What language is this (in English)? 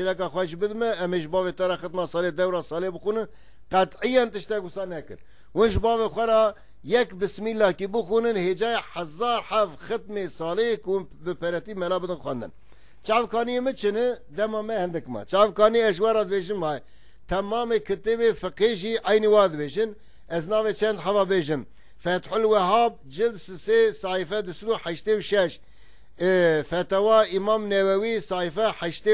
Kurdish